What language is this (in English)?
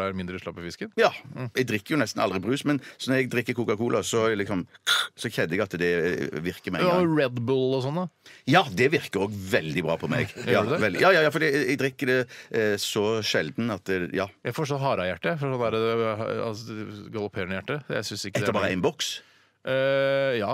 Norwegian